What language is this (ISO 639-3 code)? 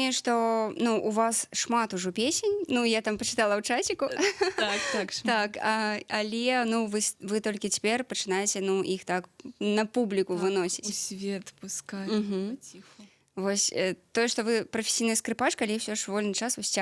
bel